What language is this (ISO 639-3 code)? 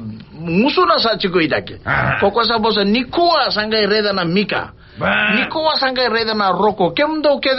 fij